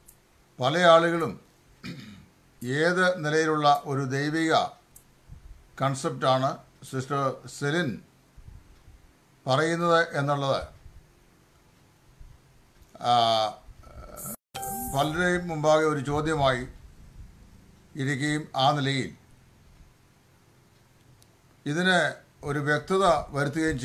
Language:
Malayalam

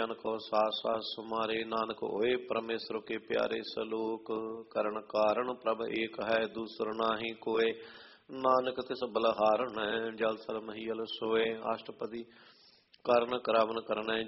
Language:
Punjabi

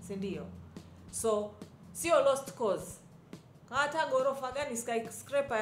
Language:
Swahili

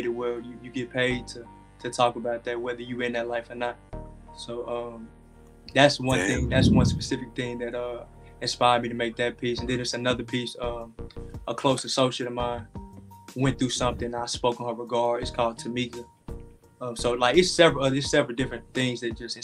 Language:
English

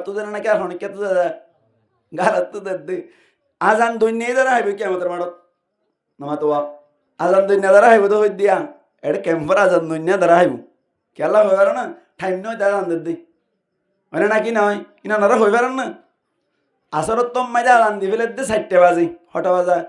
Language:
Rohingya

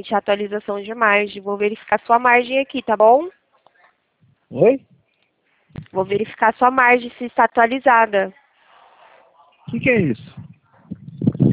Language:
Portuguese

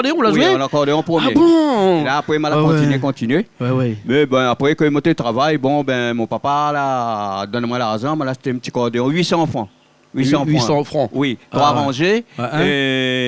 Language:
Réunion Creole French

